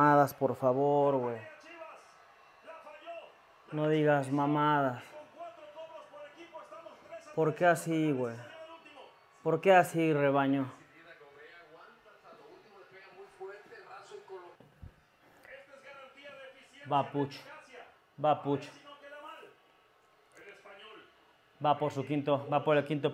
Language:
Spanish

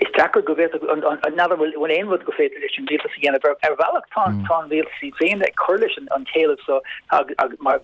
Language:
Irish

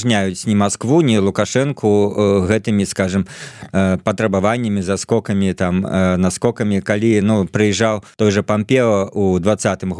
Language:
Belarusian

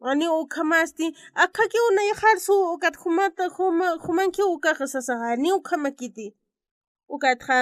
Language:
Aymara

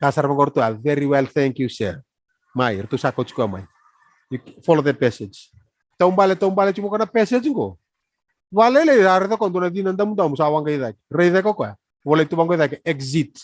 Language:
Fijian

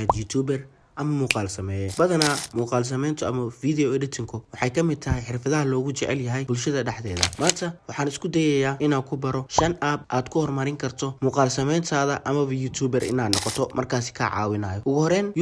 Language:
Somali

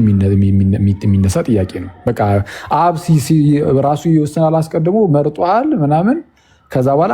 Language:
Amharic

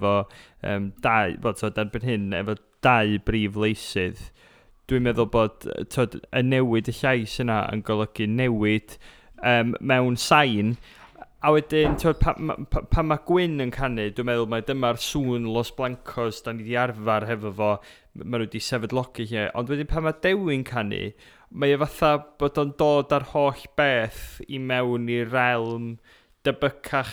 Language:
Welsh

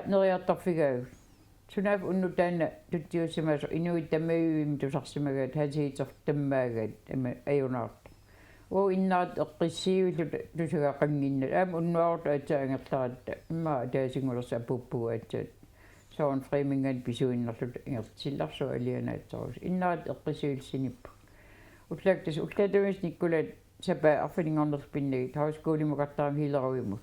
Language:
Kalaallisut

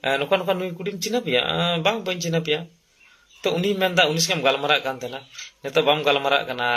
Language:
Santali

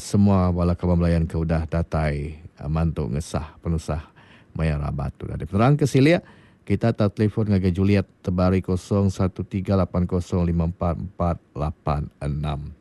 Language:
Iban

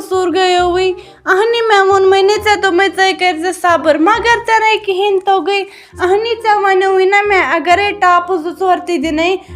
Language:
Kashmiri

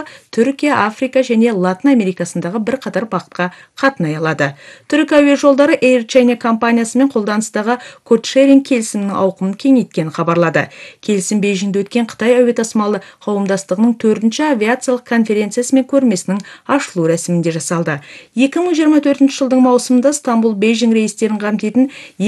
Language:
Kazakh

